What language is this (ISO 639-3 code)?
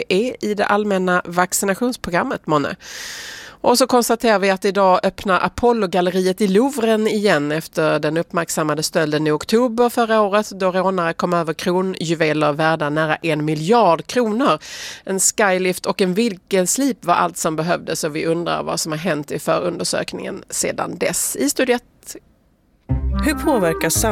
swe